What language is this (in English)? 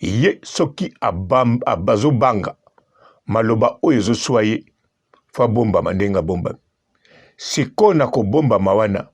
Lingala